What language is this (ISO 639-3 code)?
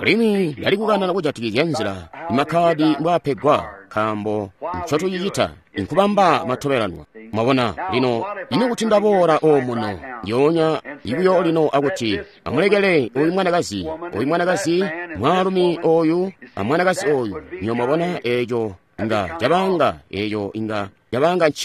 toi